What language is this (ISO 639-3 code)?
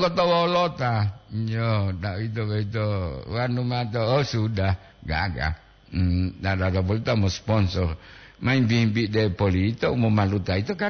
gor